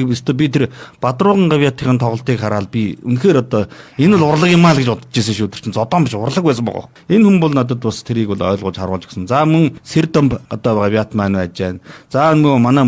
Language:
Mongolian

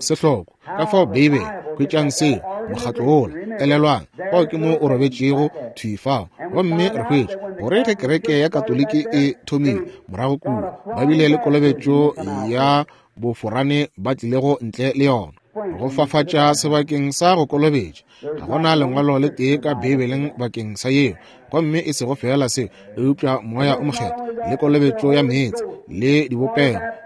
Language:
Northern Sotho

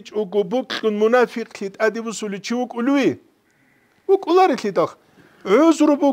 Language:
Avaric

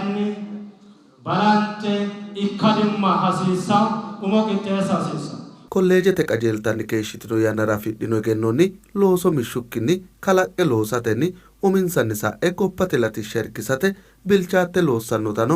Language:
Sidamo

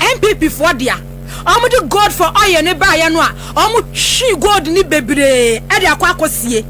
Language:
Akan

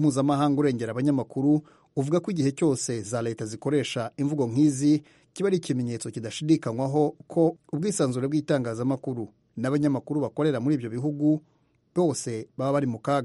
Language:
Kinyarwanda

